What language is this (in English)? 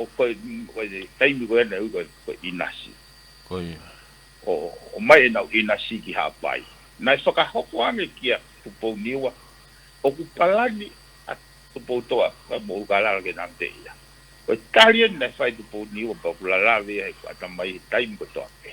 Tongan